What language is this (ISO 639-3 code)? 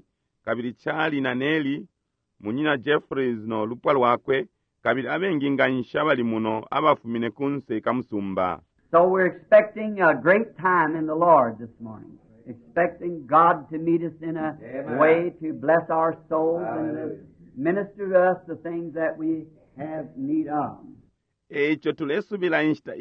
bem